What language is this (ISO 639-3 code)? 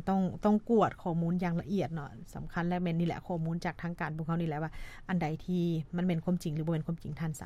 lao